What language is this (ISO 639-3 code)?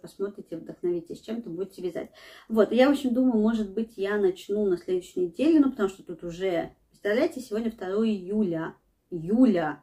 rus